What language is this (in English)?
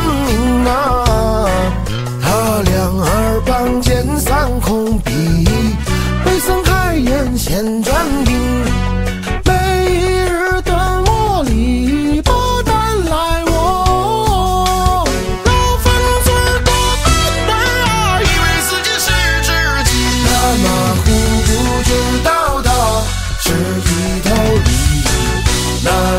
Chinese